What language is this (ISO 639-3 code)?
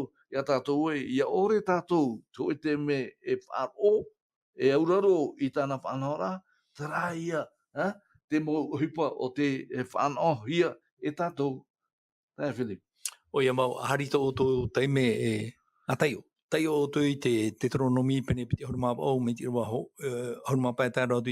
tah